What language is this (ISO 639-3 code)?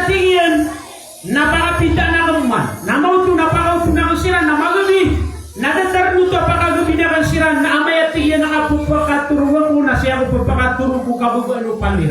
mrw